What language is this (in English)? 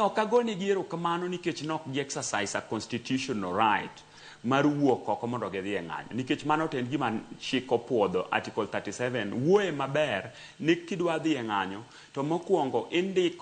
Luo (Kenya and Tanzania)